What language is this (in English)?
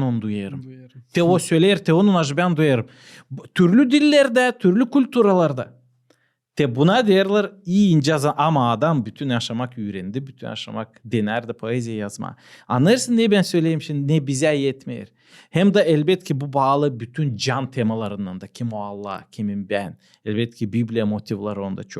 Gagauz